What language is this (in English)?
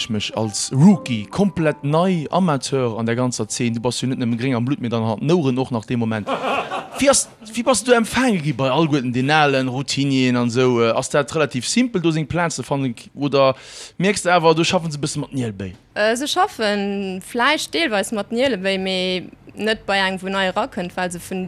Luxembourgish